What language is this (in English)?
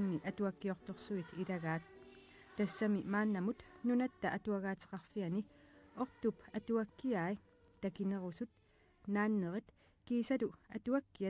Kalaallisut